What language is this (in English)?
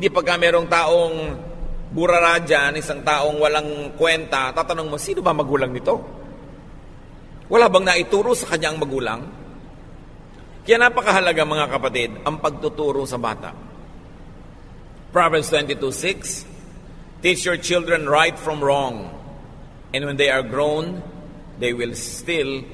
Filipino